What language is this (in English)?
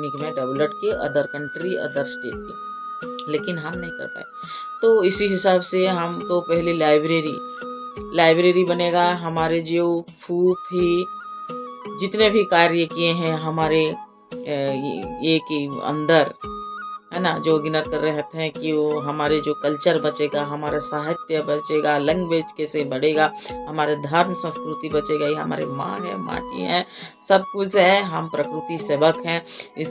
Karbi